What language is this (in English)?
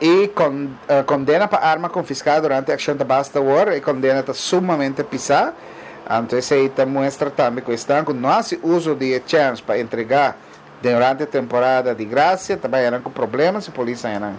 Papiamento